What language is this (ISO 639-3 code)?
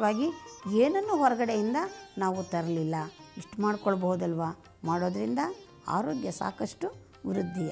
kan